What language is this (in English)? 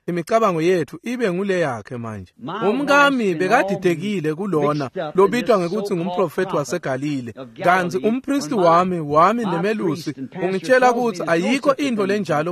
Swati